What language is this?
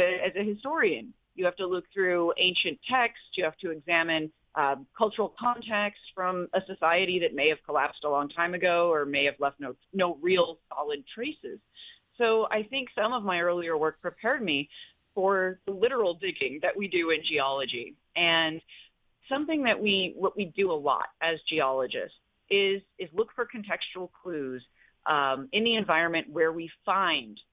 English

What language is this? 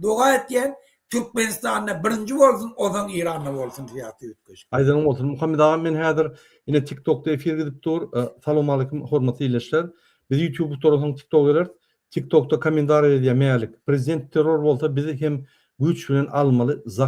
Turkmen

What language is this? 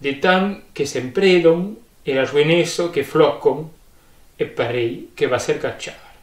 Occitan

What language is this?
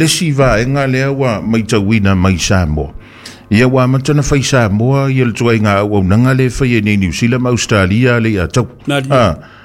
Samoan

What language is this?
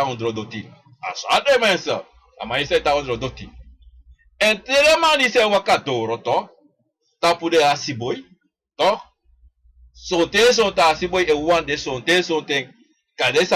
Sranan Tongo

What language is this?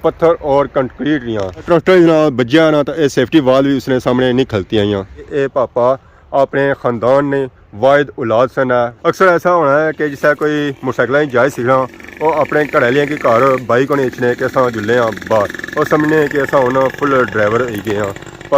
Pahari-Potwari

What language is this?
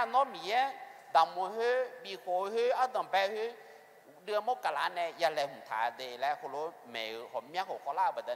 Akha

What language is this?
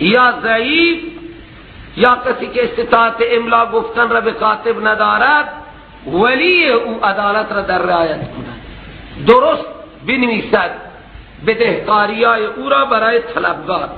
Persian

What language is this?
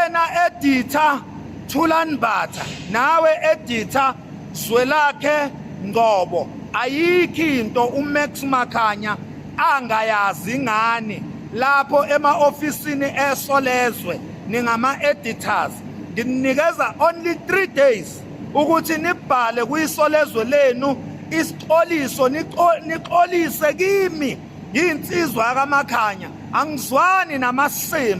Zulu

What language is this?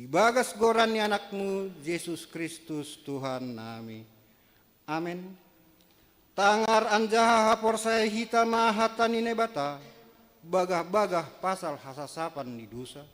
Batak Simalungun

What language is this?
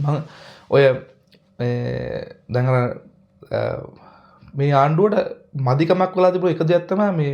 Sinhala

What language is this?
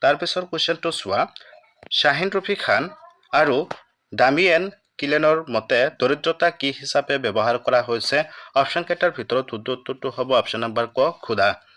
Assamese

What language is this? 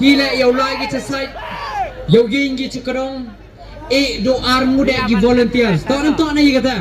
Khasi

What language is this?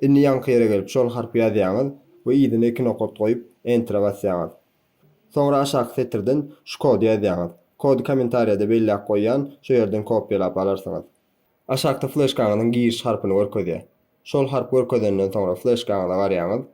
Turkmen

